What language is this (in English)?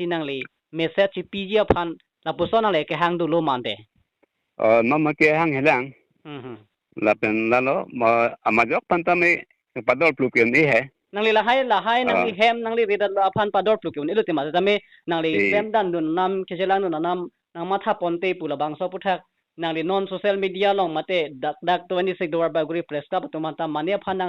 Karbi